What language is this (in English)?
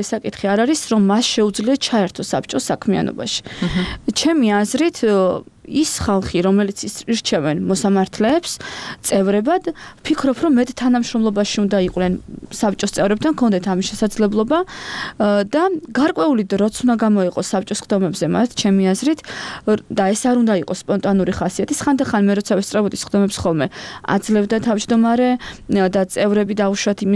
Georgian